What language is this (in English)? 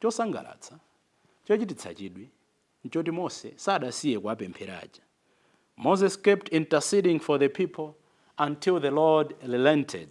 Nyanja